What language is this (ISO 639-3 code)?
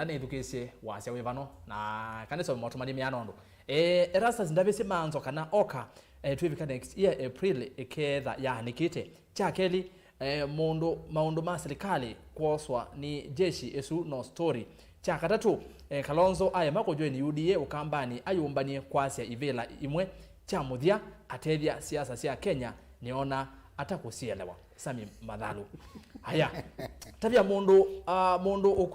kam